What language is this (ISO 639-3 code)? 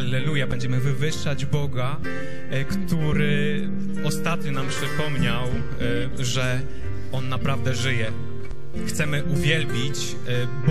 pol